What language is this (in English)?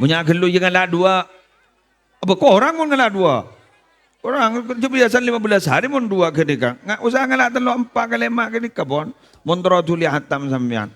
Madurese